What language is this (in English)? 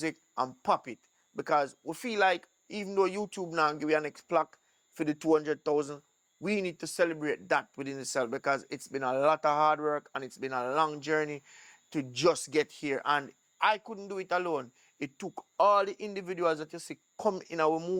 Jamaican Creole English